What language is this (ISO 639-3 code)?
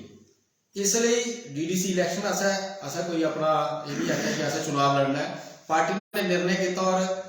doi